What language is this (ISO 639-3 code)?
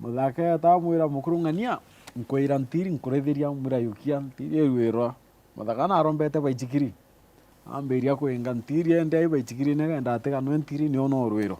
mer